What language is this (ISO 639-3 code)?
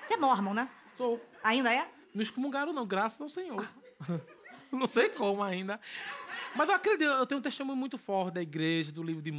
por